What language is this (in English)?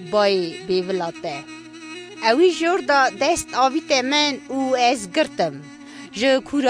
Kurdish